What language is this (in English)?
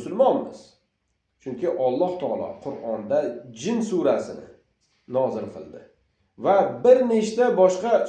Uzbek